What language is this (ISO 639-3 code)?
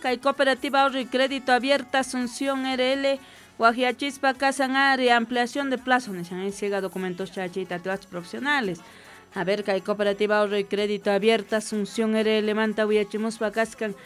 que